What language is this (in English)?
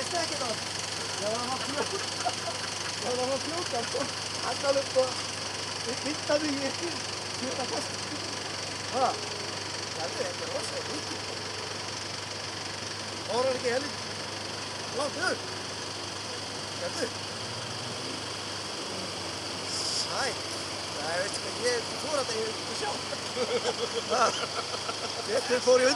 Icelandic